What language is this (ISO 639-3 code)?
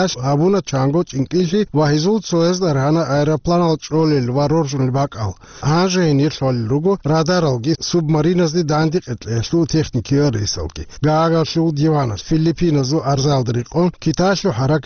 ava